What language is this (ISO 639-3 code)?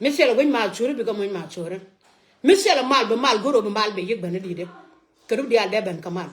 nus